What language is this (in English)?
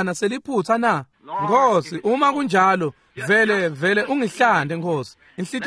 Swati